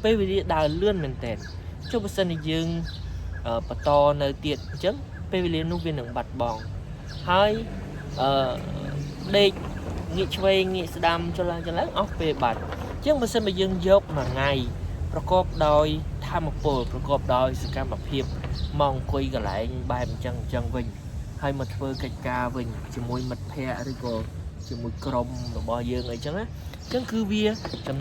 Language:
Khmer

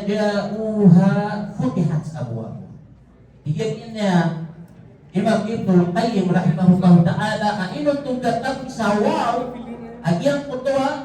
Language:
Maranao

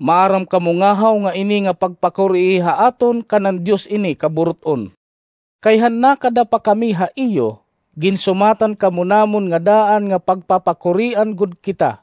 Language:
Waray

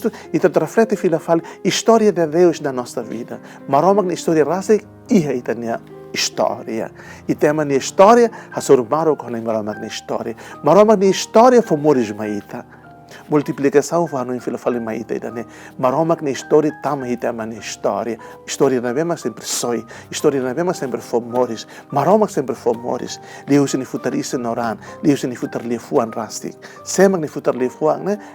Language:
Tetum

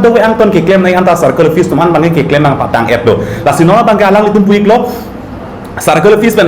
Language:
Karbi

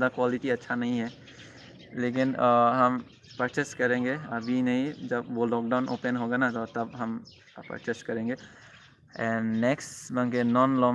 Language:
Karbi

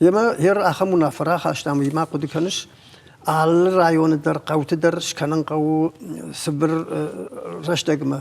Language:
Ossetic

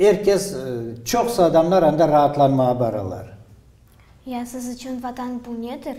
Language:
Crimean Tatar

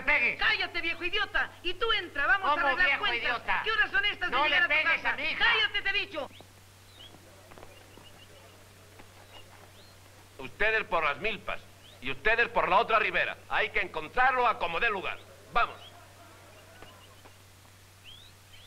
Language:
Spanish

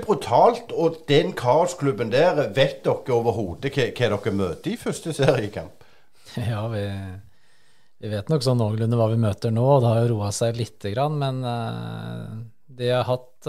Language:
Norwegian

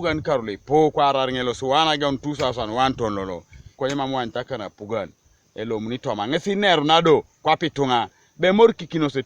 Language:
Teso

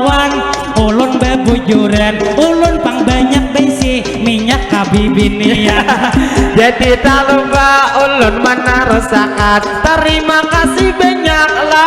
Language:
Banjar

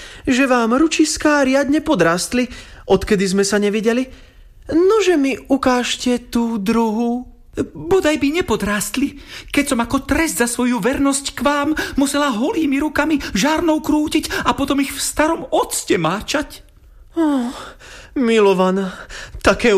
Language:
Slovak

